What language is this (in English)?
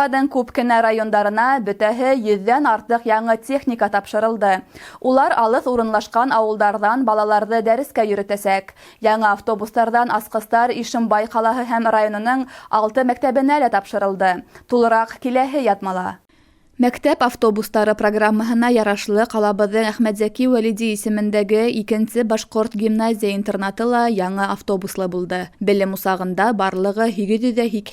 Bashkir